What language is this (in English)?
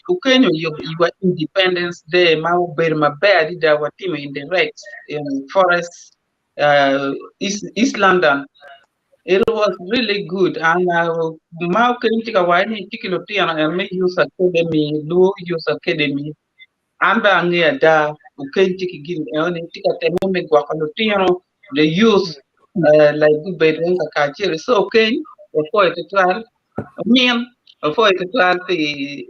Acoli